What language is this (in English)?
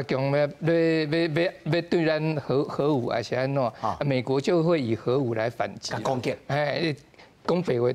Min Nan Chinese